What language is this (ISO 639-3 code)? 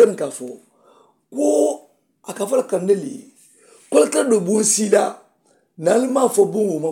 man